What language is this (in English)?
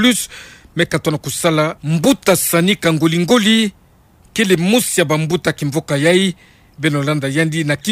Kituba (Democratic Republic of Congo)